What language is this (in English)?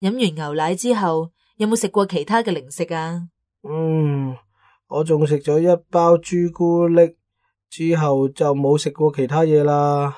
Cantonese